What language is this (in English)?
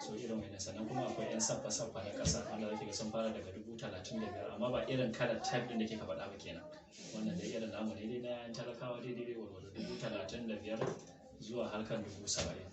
Hausa